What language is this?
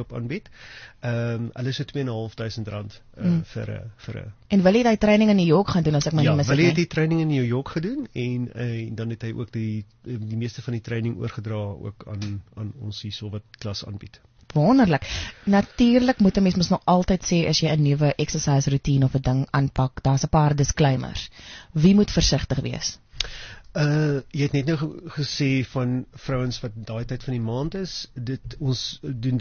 Afrikaans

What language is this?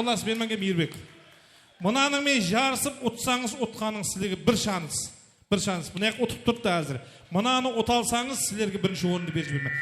Kara-Kalpak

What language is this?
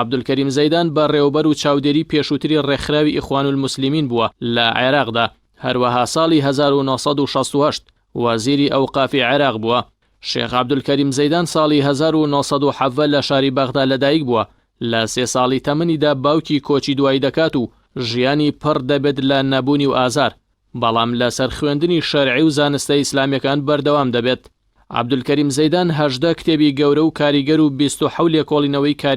Central Kurdish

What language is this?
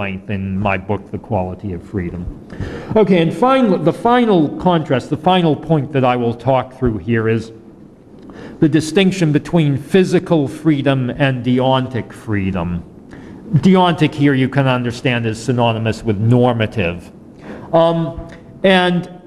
English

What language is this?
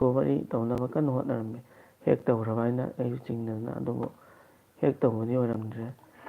Manipuri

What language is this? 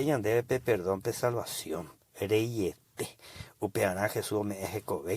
Guarani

